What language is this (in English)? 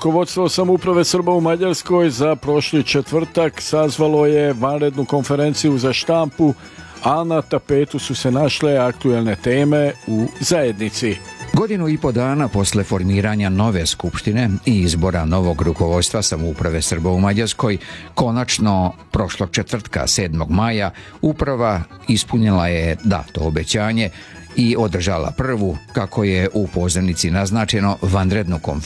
Serbian